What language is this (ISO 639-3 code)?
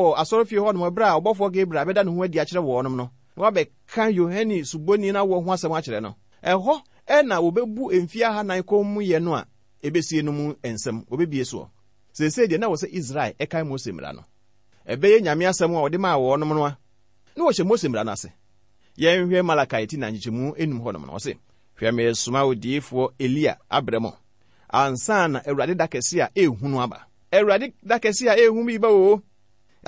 aka